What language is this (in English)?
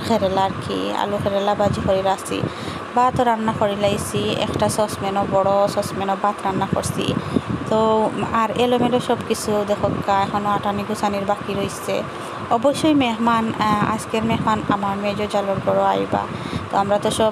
Sylheti